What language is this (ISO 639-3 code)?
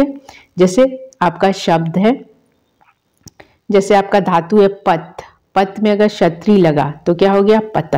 hin